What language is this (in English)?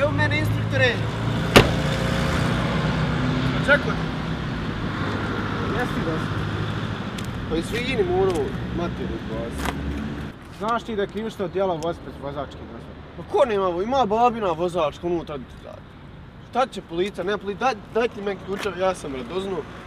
Bosnian